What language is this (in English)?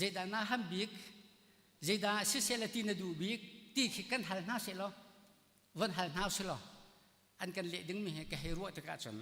Hakha Chin